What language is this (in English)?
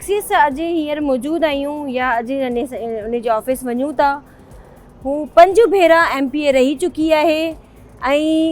Sindhi